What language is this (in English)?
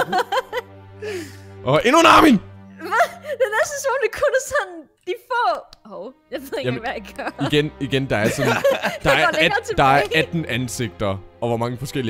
Danish